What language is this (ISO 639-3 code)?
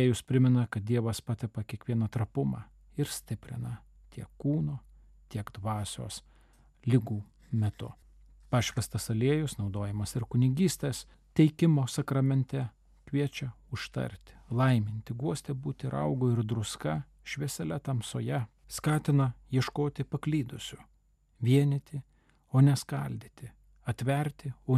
lit